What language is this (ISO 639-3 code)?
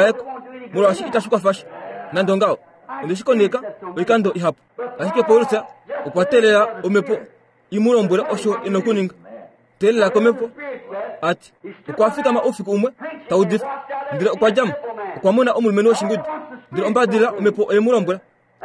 kua